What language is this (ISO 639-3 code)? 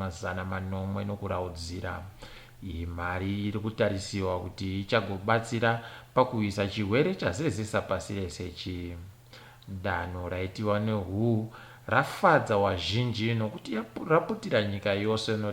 ndc